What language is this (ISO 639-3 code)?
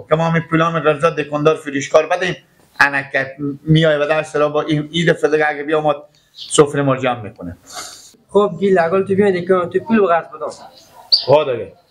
fas